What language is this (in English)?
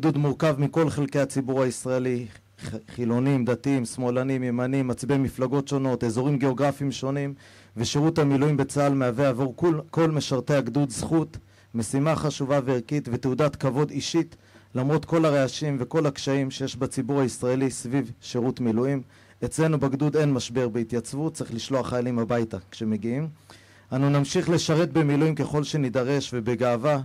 Hebrew